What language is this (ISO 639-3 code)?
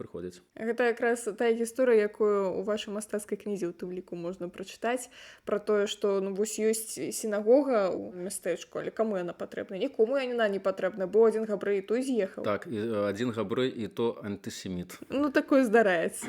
bel